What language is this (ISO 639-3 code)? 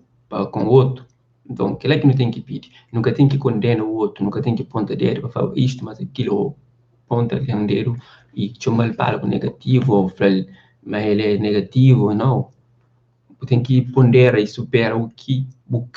kea